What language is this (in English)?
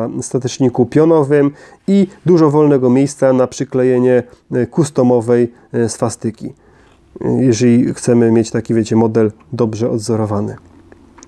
Polish